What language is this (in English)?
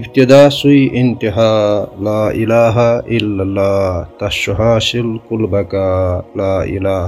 Kashmiri